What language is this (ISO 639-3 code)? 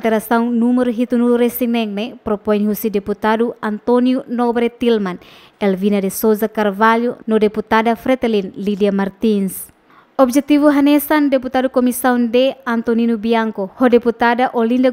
tet